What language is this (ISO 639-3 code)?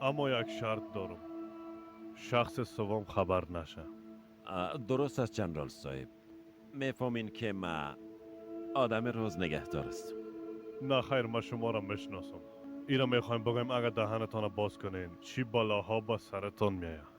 fas